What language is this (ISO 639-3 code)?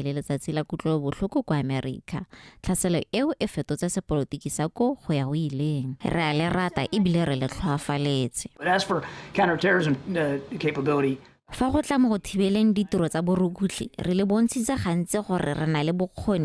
tsn